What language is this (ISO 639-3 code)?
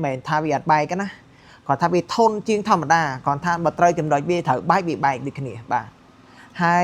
khm